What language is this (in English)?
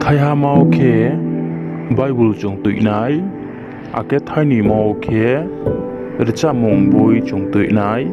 Riang (India)